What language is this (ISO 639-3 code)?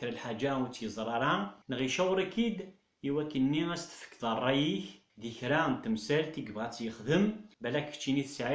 kab